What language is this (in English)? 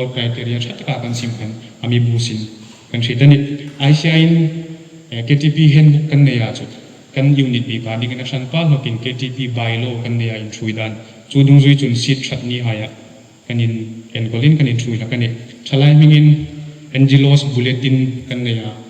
Hmar